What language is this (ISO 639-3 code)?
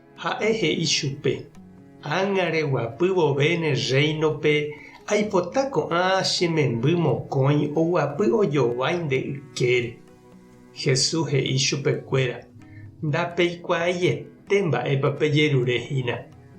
grn